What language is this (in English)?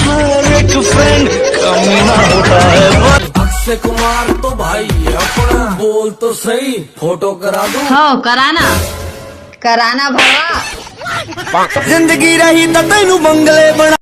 Chhattisgarhi